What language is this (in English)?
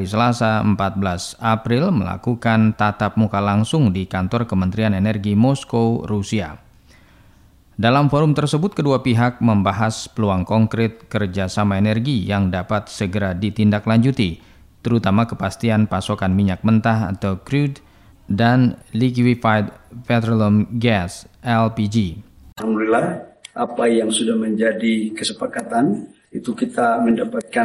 Indonesian